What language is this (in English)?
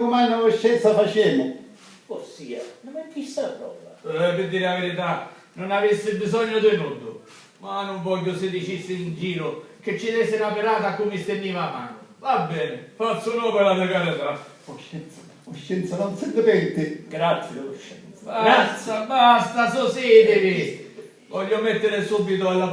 Sicilian